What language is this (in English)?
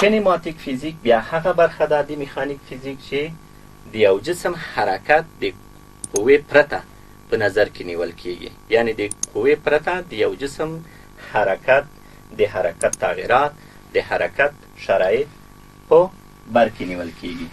Pashto